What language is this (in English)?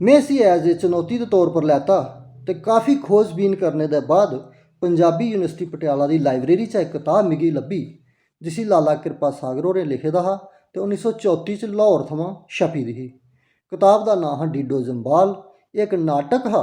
Dogri